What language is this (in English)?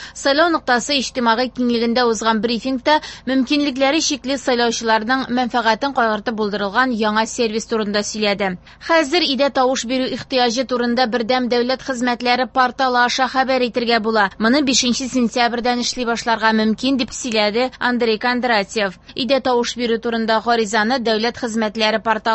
Tatar